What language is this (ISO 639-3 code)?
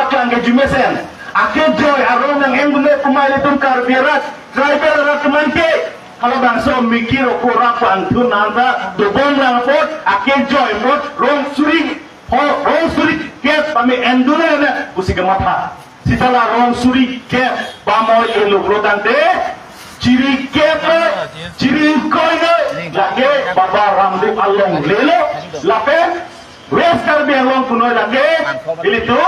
mjw